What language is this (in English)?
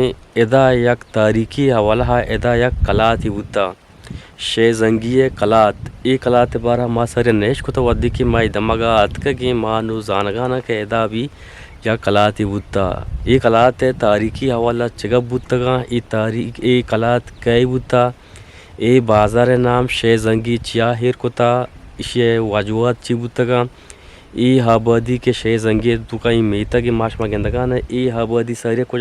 Eastern Balochi